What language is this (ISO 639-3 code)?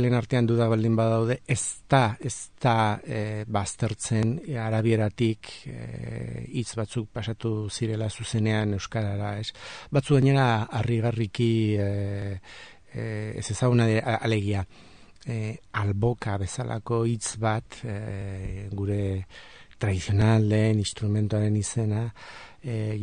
eus